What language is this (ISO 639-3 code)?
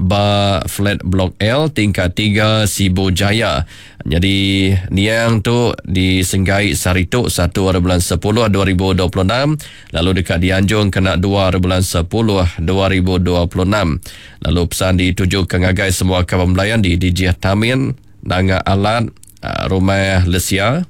iba